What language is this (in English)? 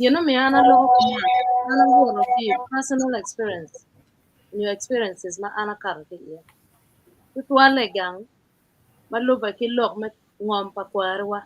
Acoli